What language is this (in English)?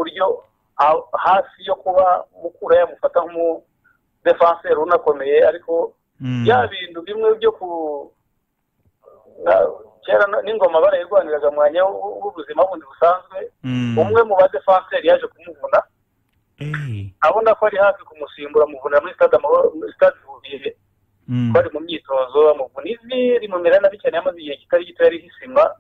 Kinyarwanda